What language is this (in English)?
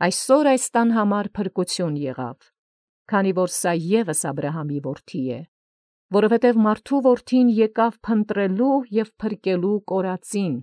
Armenian